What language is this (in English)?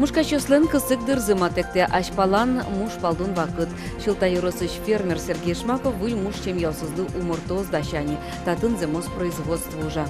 Udmurt